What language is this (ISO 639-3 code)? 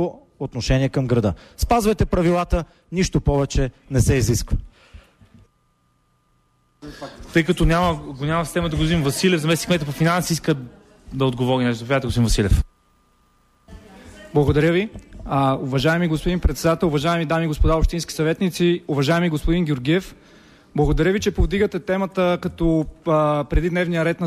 bul